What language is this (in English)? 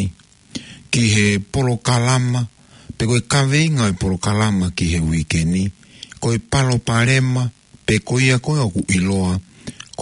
Tongan